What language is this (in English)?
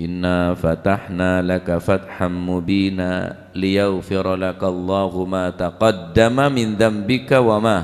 Madurese